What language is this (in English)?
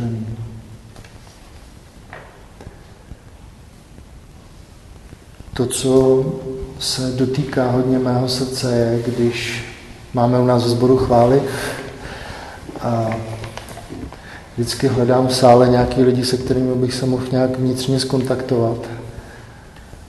Czech